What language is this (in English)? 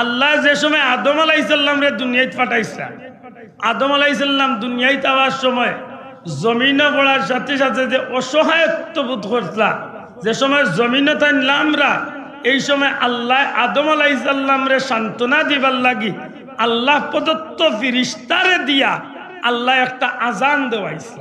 Sylheti